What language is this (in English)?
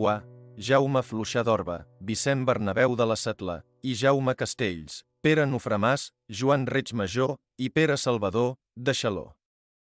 Catalan